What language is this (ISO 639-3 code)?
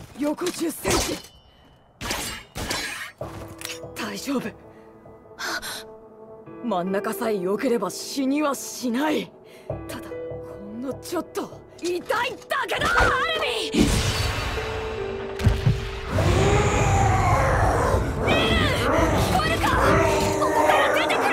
jpn